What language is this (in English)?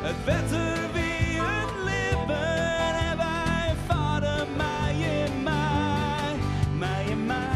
Western Frisian